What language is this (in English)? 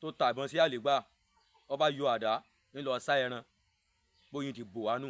Yoruba